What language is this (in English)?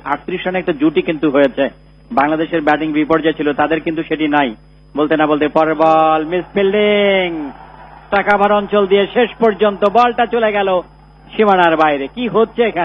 Bangla